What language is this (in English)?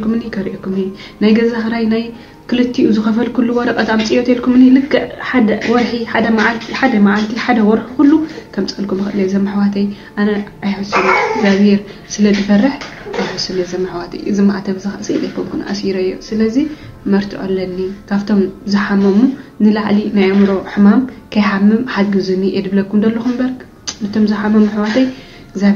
Tigrinya